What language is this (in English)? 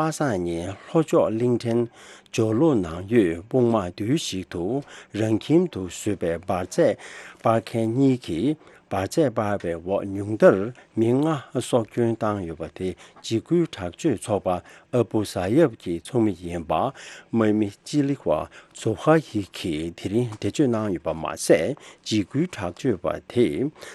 Tibetan